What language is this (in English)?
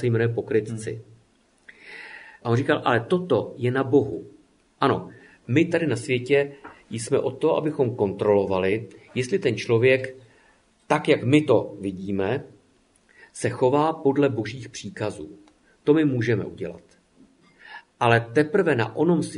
Czech